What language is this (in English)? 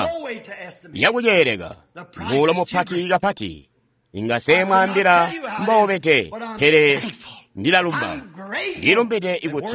Tonga (Zambia)